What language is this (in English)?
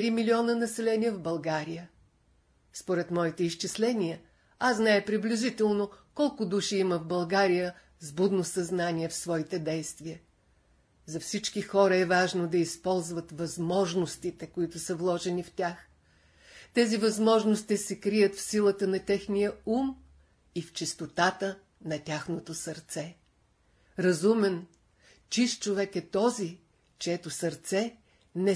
Bulgarian